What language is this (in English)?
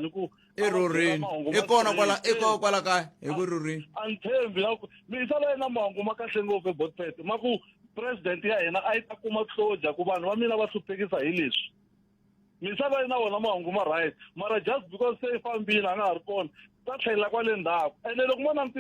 Tsonga